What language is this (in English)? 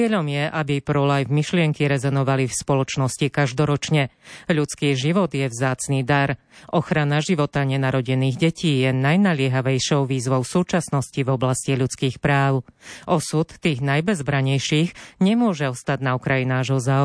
Slovak